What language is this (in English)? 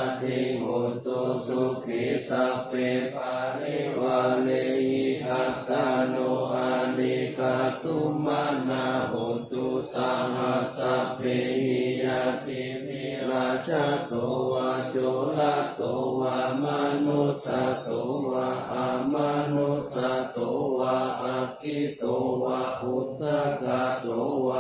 Pali